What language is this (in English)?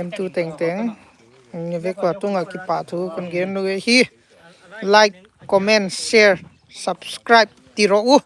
Tedim Chin